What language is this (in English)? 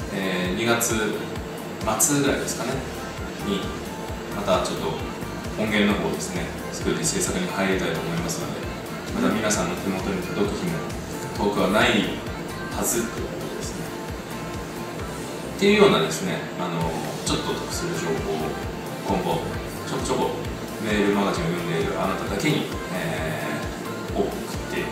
Japanese